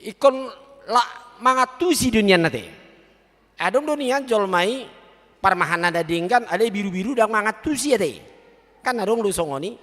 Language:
Batak Toba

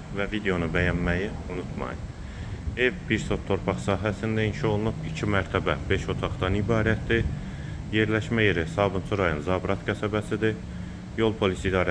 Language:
Azerbaijani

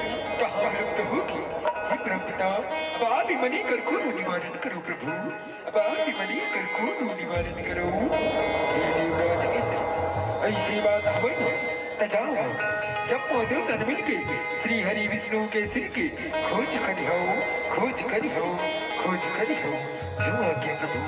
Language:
Chhattisgarhi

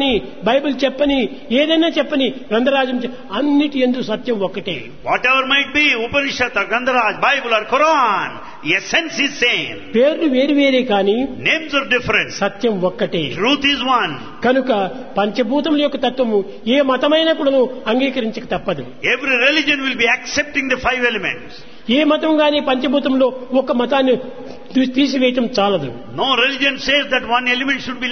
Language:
Telugu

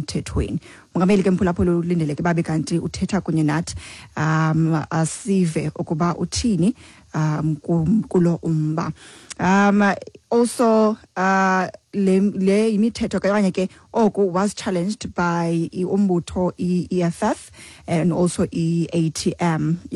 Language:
Xhosa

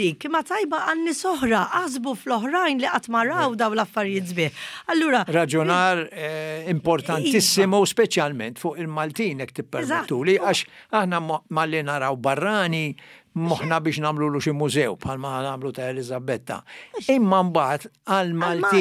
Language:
Maltese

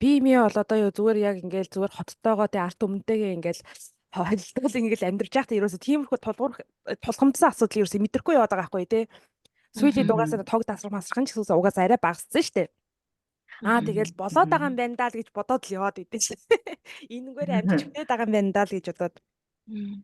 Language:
Mongolian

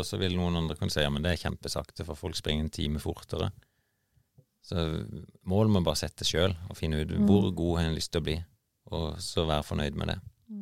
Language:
Norwegian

